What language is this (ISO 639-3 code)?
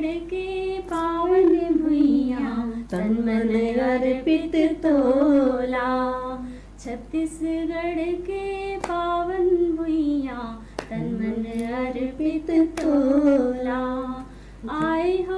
hne